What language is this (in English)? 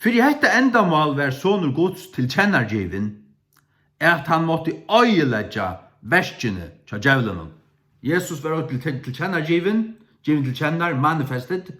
Faroese